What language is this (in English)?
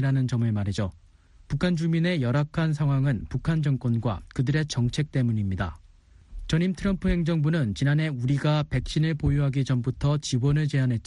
Korean